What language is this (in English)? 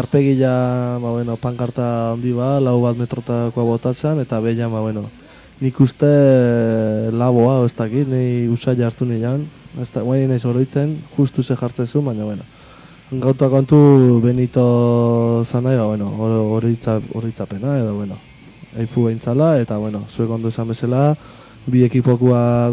Basque